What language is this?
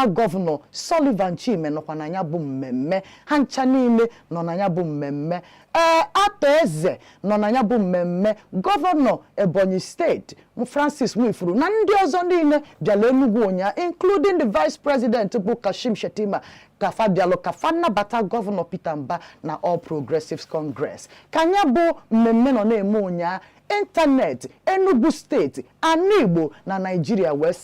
Igbo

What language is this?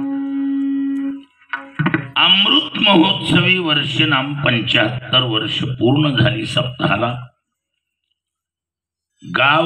Marathi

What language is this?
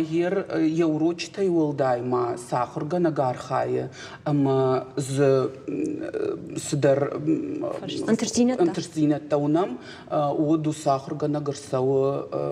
Ossetic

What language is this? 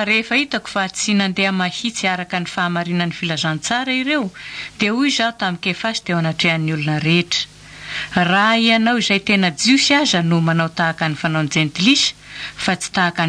Malagasy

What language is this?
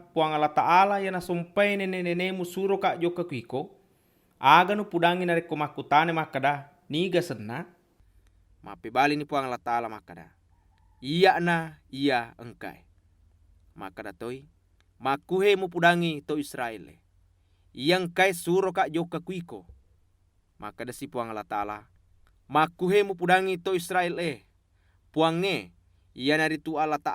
Buginese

